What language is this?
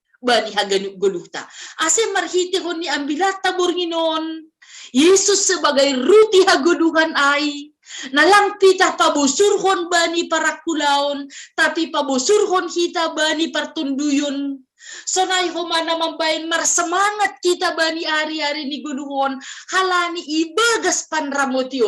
Batak Simalungun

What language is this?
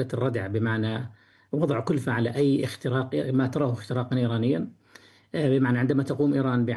Arabic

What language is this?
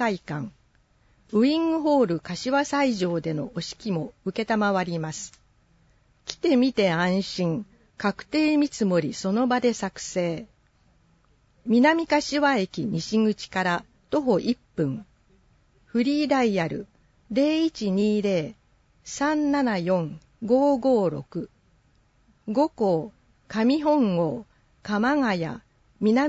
Japanese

